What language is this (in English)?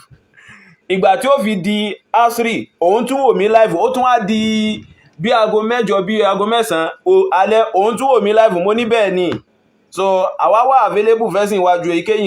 Yoruba